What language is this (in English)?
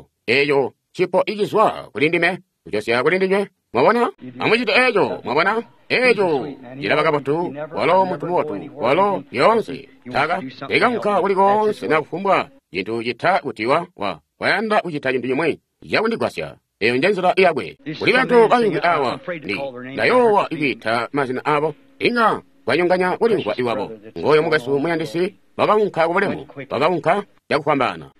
Tonga (Zambia)